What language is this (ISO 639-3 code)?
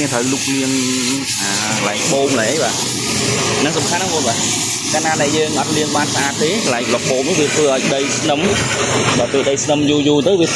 khm